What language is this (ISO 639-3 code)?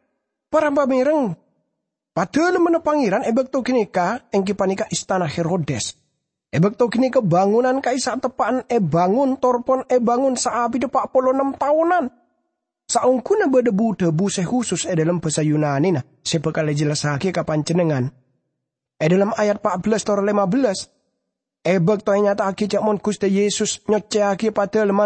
mad